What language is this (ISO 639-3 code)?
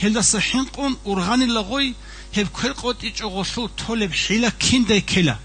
ava